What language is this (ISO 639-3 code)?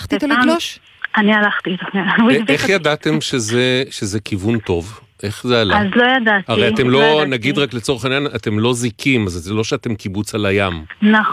heb